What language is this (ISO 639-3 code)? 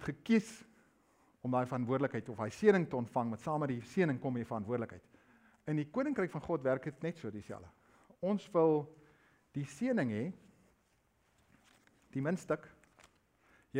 afr